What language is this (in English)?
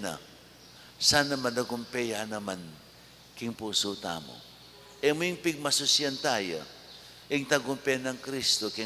Pampanga